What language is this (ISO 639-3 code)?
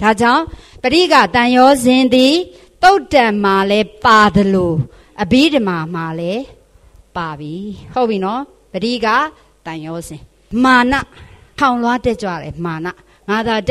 mya